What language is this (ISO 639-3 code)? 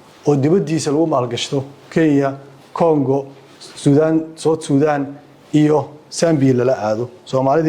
som